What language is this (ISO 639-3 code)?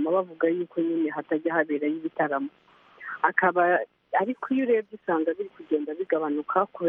kin